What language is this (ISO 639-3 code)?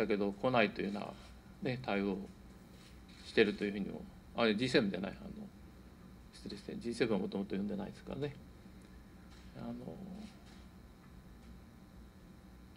jpn